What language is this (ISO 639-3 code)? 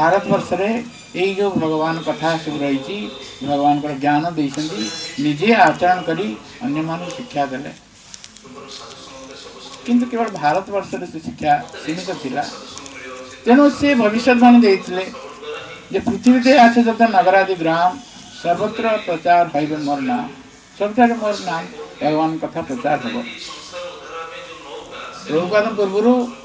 ori